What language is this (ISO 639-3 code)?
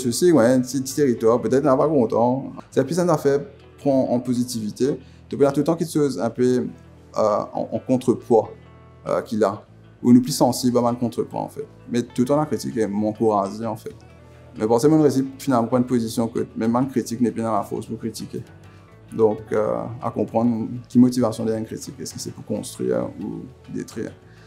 mfe